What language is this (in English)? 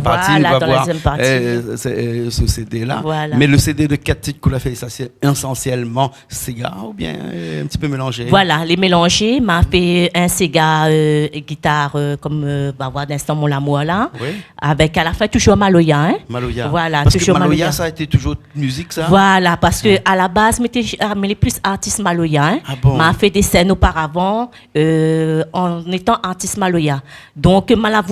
Réunion Creole French